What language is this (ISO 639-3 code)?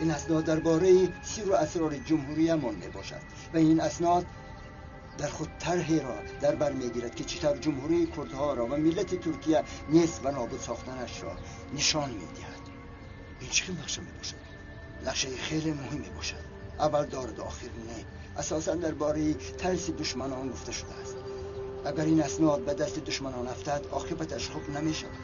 tgk